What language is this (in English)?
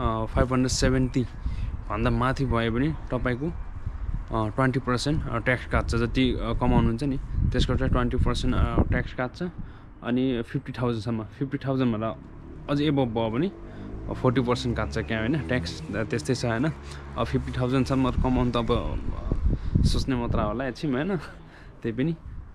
Nepali